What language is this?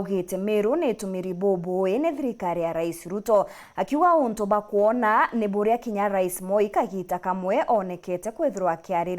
Meru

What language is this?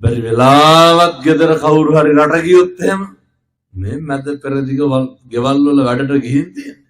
Sinhala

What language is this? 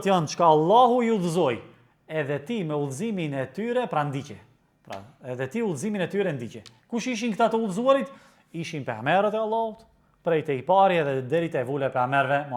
Albanian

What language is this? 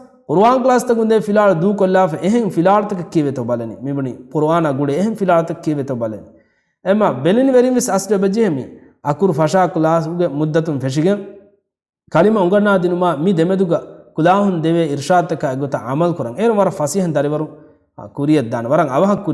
Divehi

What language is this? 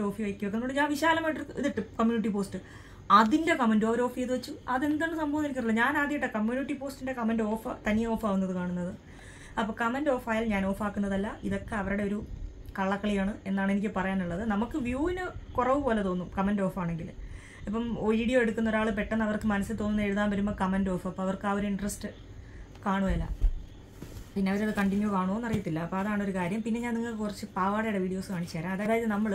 Malayalam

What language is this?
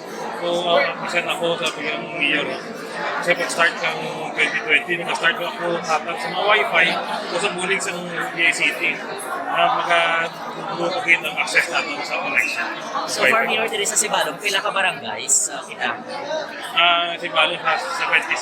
Hiligaynon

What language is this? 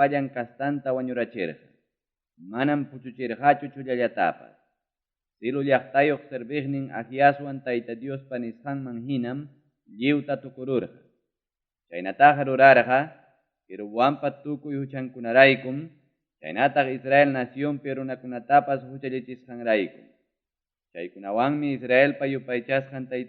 Ayacucho Quechua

